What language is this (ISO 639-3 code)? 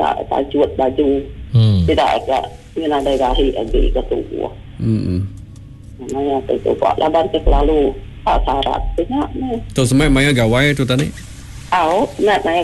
msa